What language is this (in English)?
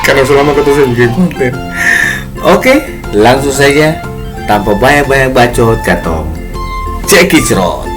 Ambonese Malay